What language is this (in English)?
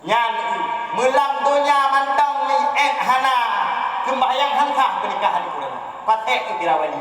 Achinese